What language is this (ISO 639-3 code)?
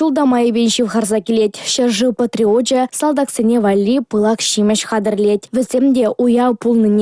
chv